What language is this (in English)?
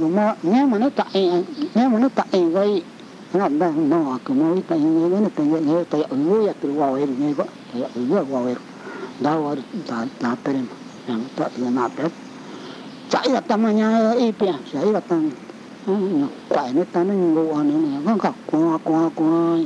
Vietnamese